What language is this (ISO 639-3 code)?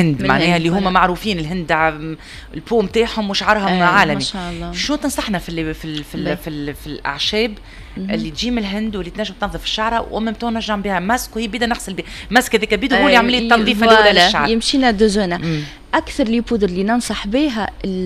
aeb